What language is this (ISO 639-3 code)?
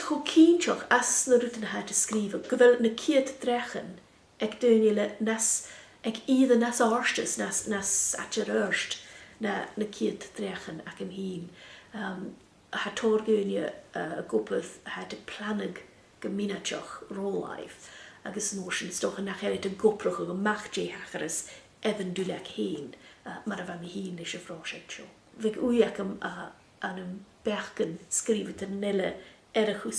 gla